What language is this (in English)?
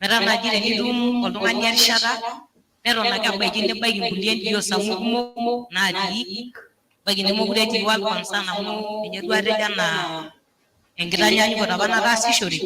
Masai